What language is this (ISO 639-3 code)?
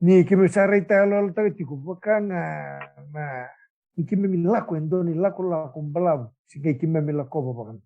fij